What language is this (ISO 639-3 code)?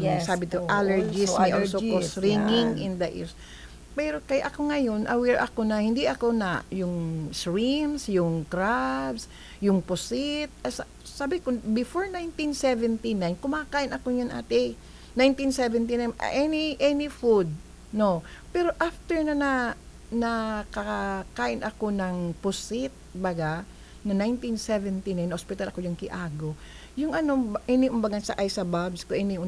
fil